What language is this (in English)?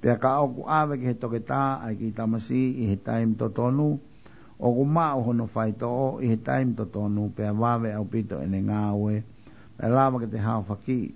Tongan